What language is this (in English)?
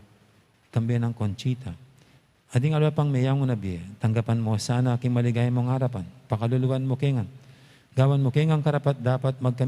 Pampanga